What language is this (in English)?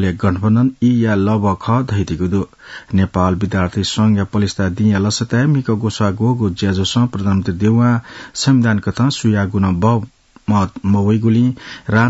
Newari